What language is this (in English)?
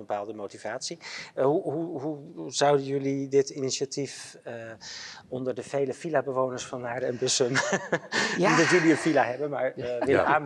Dutch